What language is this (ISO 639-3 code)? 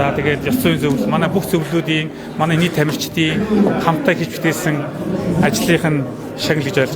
mon